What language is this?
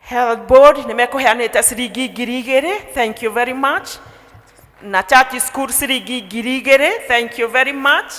Kikuyu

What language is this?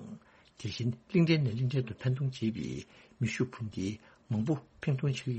Tibetan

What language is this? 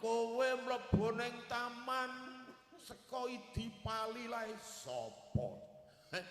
Javanese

